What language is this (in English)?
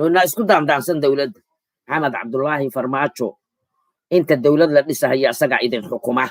Somali